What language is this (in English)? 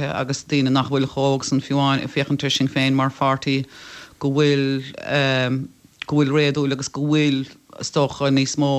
Irish